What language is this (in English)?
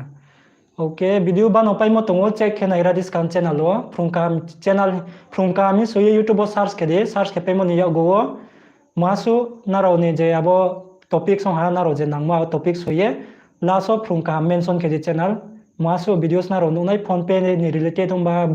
Riang (India)